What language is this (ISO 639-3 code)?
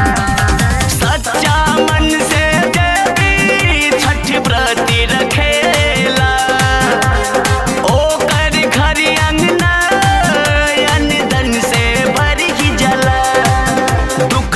bho